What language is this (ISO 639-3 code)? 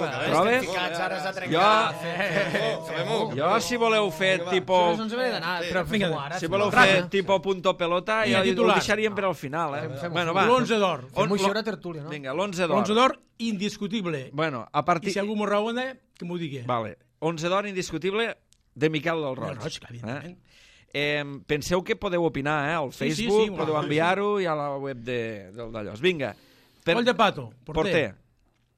cat